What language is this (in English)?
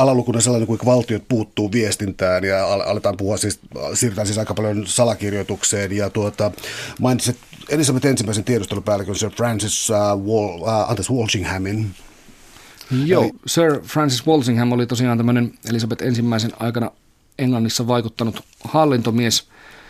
Finnish